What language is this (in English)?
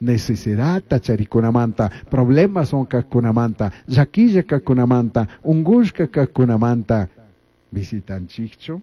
Chimborazo Highland Quichua